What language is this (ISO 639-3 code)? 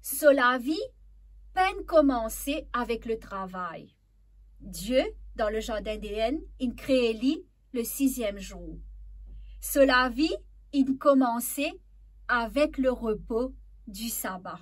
mfe